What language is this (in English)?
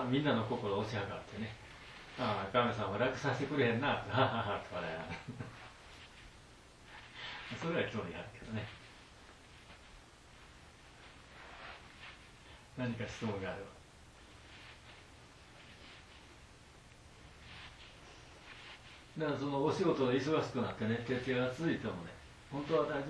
Japanese